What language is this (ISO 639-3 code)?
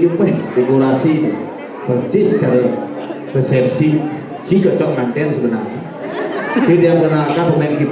ban